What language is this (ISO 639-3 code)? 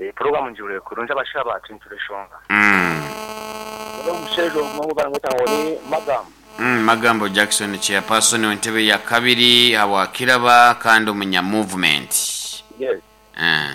nyo